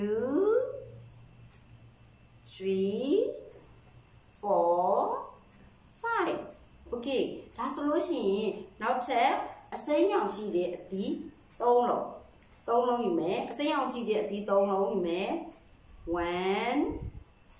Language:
Burmese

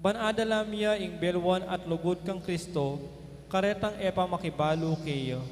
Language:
Pampanga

